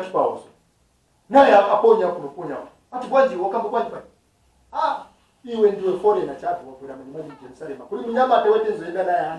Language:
Nyanja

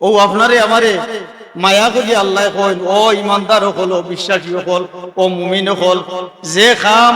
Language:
Sylheti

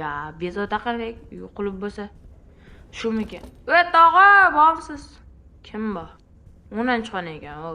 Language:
Uzbek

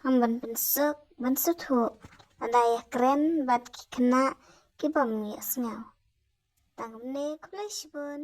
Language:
Khasi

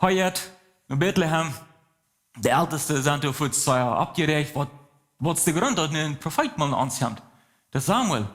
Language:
Plautdietsch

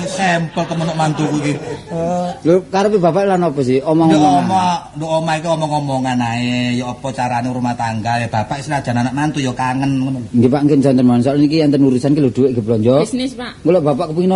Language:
Javanese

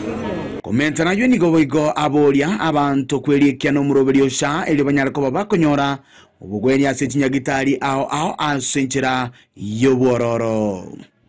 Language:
Gusii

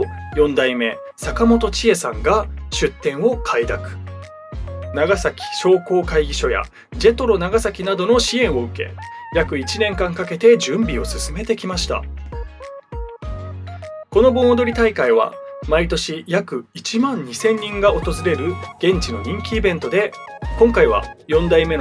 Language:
Japanese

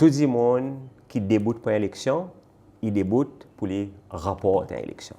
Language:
Seselwa Creole French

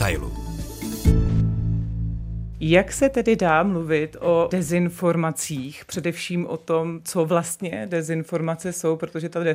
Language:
Czech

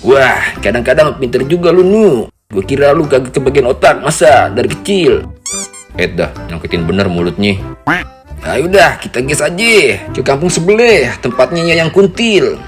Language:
Betawi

